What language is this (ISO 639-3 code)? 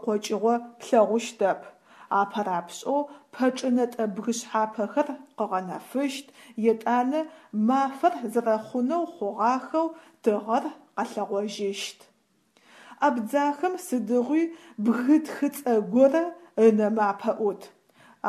ady